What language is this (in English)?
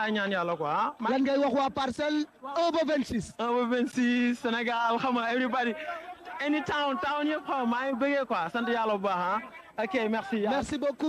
Wolof